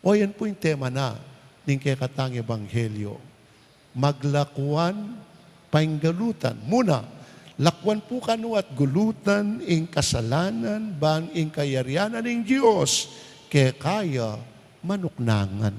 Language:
Pampanga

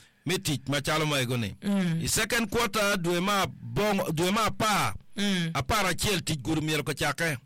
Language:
Acoli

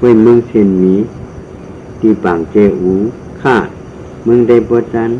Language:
Shan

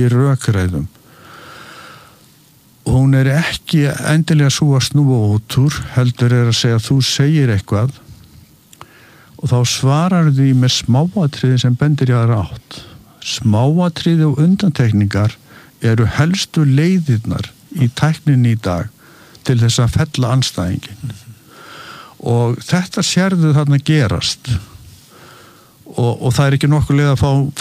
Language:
Icelandic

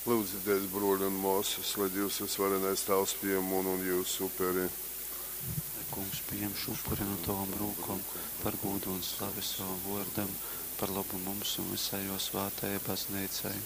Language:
Latgalian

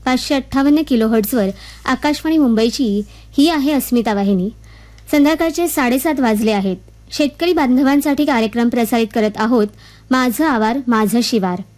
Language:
Marathi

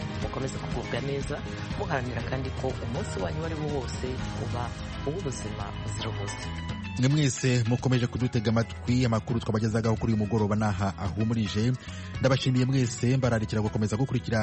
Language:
Kinyarwanda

